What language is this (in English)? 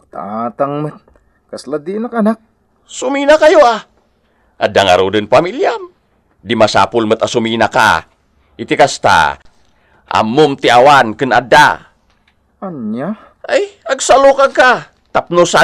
Iloko